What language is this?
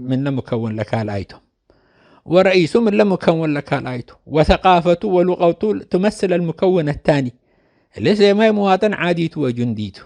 Tigre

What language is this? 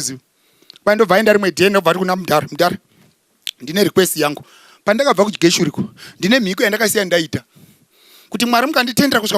Shona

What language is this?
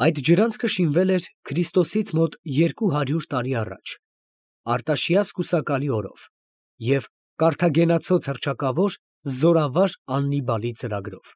Armenian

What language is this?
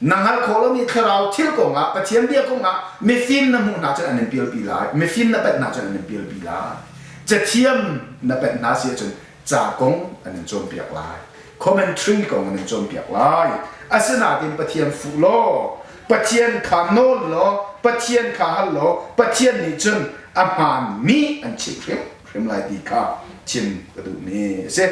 Hakha Chin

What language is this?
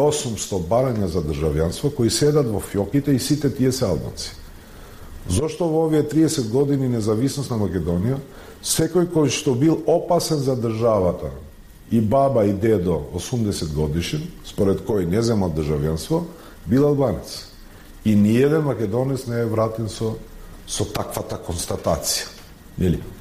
Macedonian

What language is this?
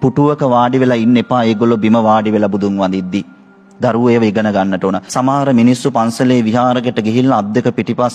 Sinhala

